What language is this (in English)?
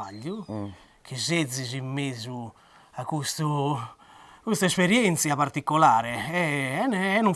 Sardinian